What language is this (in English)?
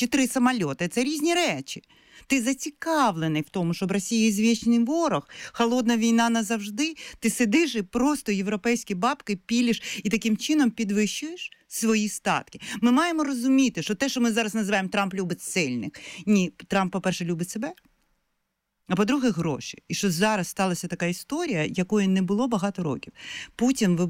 Ukrainian